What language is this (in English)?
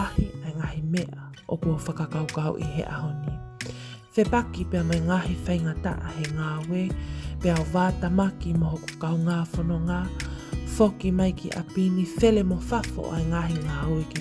Tongan